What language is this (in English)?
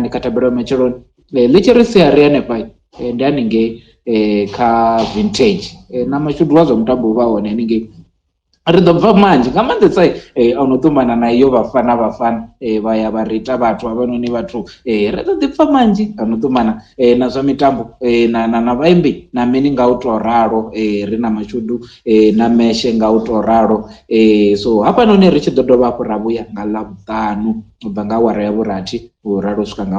Venda